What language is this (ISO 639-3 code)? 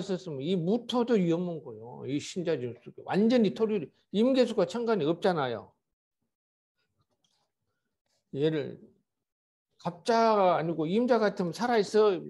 kor